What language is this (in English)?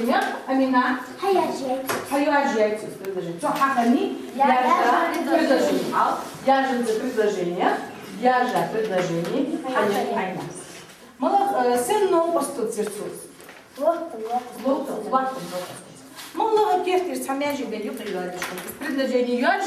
Ingush